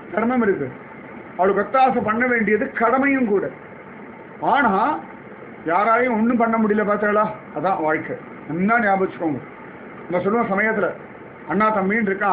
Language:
Tamil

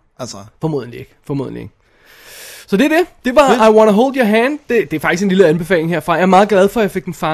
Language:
Danish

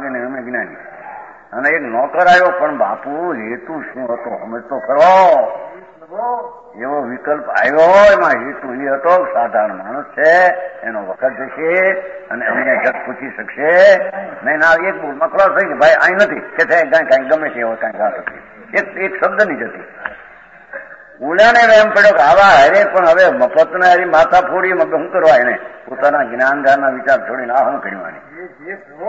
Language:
Gujarati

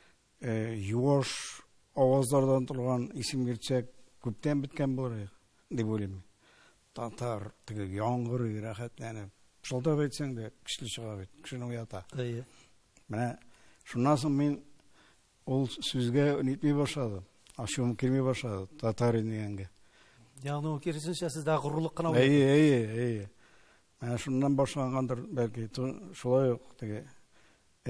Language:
Tatar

